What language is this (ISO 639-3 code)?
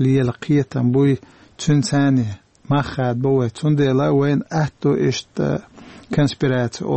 che